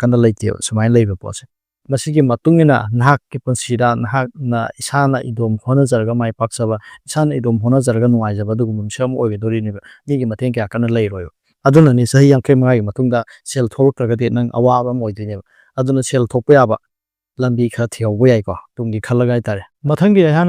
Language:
Manipuri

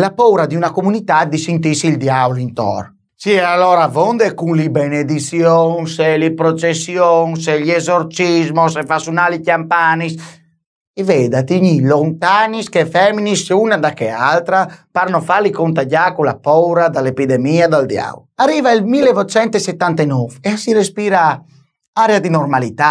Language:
Friulian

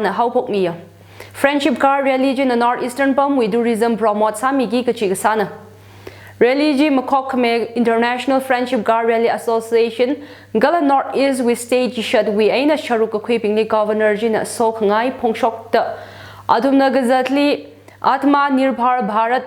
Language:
Tangkhul Naga (India)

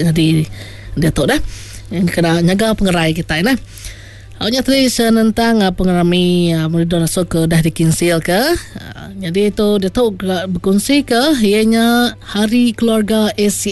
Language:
Iban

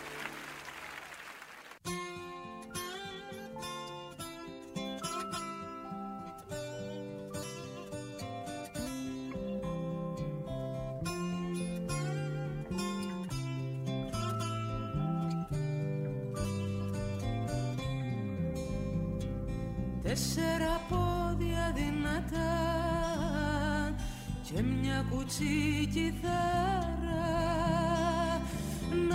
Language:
Greek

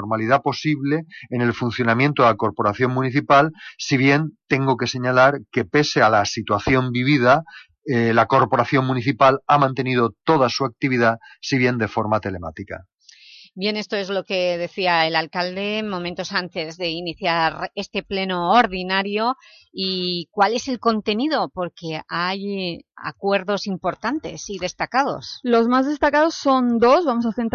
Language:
Spanish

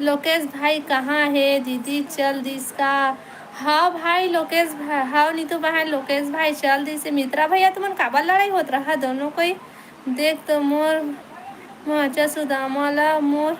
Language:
Chhattisgarhi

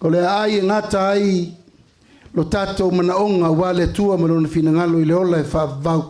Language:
Samoan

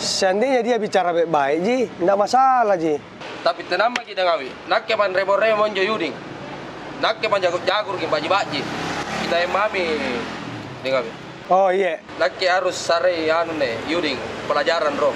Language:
Makassar Malay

